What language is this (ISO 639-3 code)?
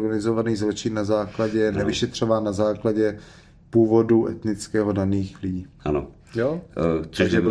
ces